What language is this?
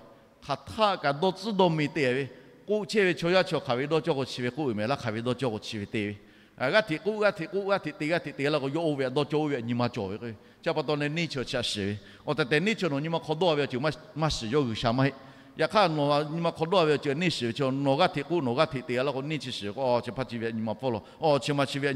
Lahu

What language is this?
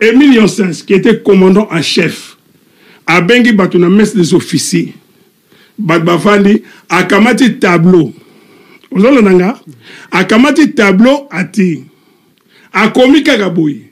Lingala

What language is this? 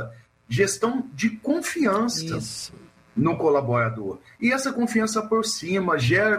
Portuguese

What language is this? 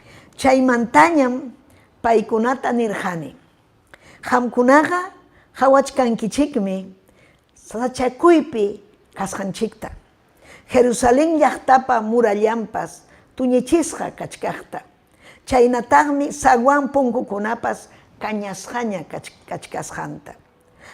Ayacucho Quechua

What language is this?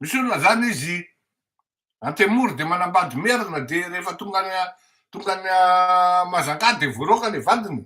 Malagasy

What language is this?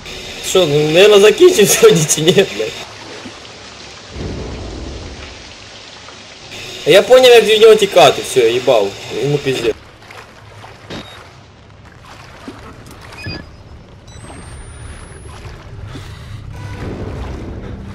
Ukrainian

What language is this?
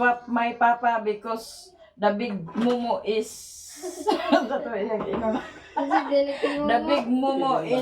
Cebuano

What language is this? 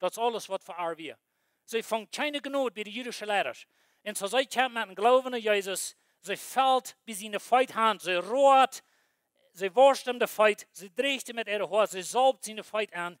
Plautdietsch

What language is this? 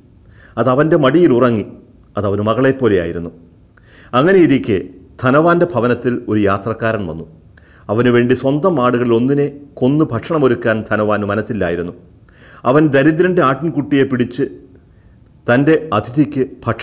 Malayalam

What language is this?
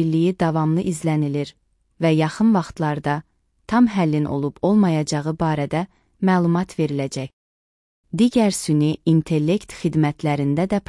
Azerbaijani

